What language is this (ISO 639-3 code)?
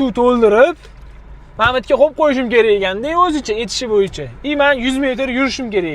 uzb